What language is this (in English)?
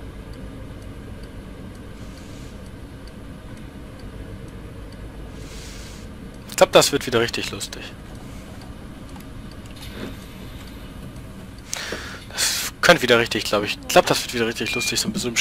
German